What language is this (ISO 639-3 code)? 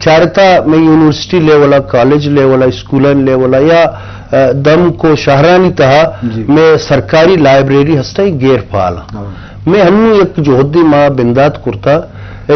bgp